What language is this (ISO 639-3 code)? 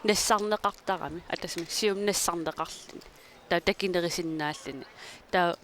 kal